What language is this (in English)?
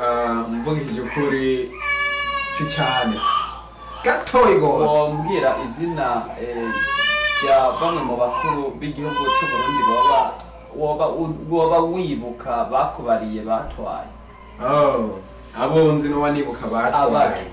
Rundi